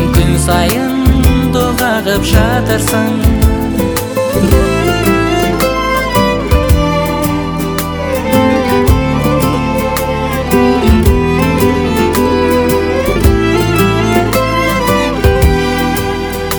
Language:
Kazakh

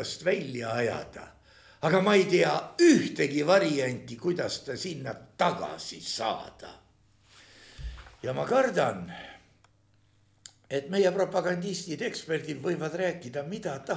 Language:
Estonian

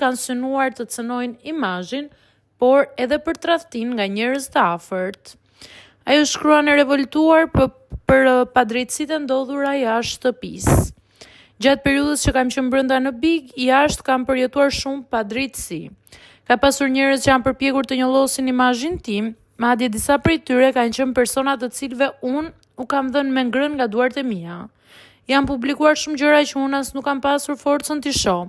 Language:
Albanian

